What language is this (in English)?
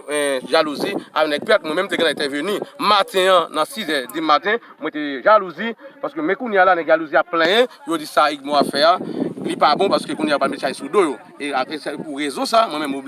Haitian Creole